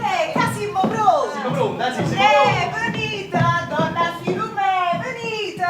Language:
Neapolitan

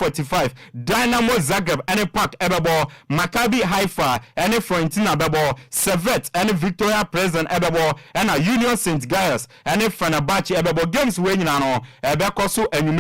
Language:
Akan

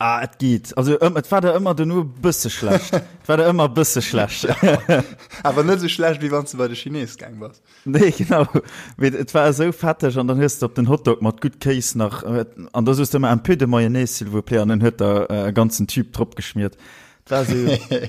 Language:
Luxembourgish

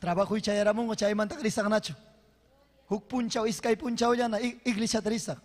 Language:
Ayacucho Quechua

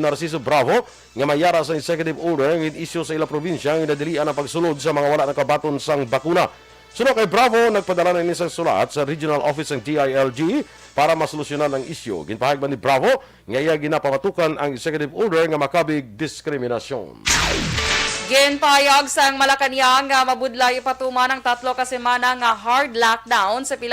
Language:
Hiligaynon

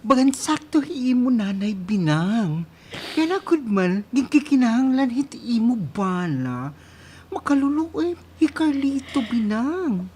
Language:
Waray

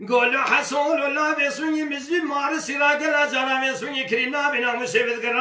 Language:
Kurdish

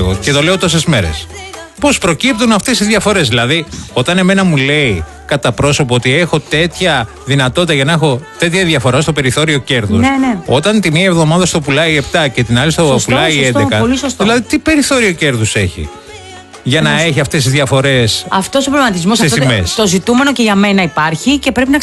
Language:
Greek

